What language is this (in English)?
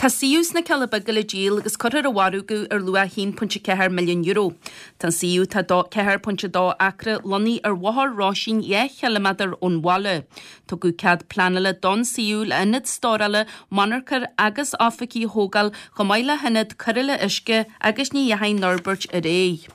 Irish